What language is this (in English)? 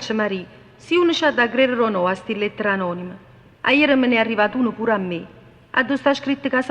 Neapolitan